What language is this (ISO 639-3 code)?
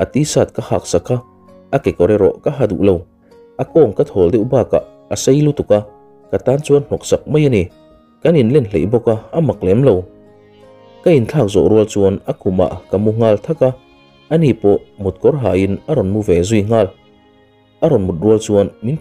lus